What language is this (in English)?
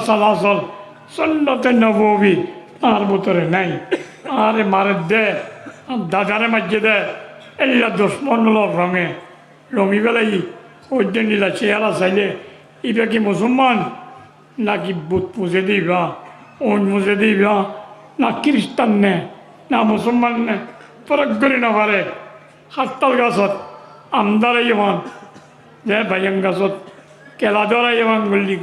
Rohingya